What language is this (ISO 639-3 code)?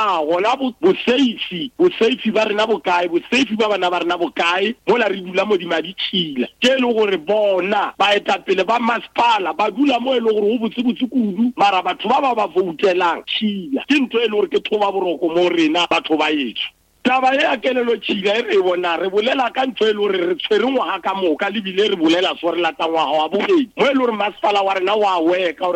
nso